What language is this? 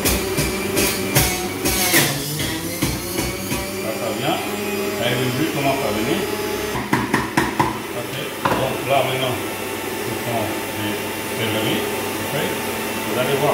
French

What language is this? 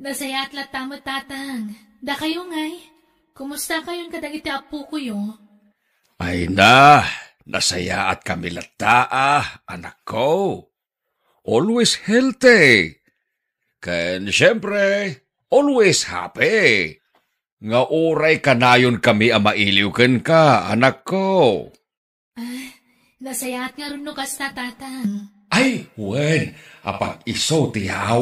Iloko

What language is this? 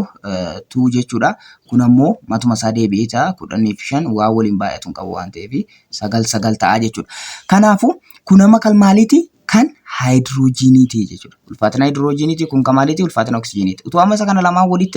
Oromo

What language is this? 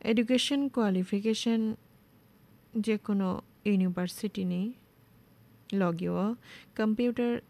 Kok Borok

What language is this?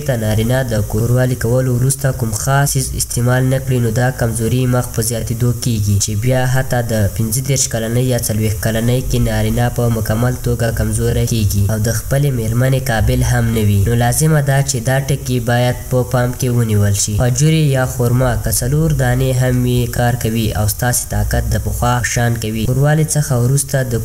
Pashto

